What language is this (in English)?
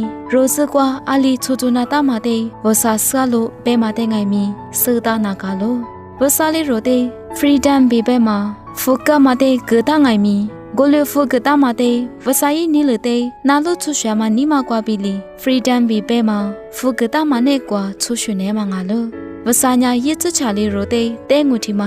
Lisu